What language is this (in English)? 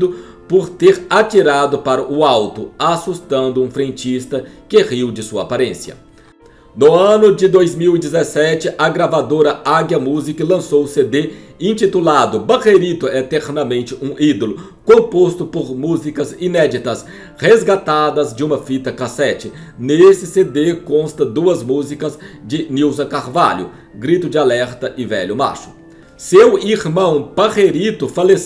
Portuguese